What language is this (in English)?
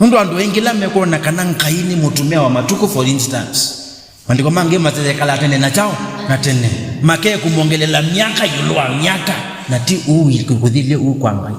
Kamba